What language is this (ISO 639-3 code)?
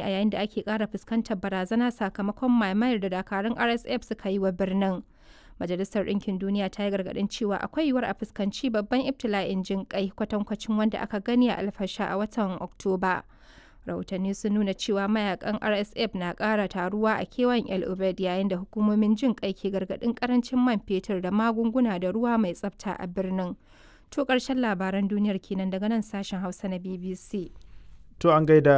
hau